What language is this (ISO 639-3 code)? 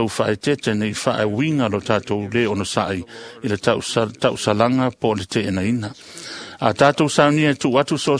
smo